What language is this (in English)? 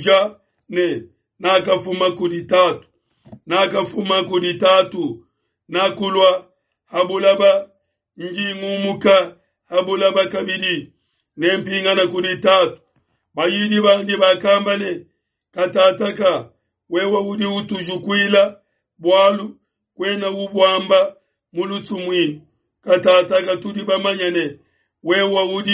Luba-Lulua